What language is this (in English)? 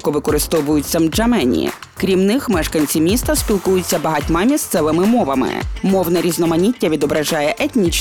Ukrainian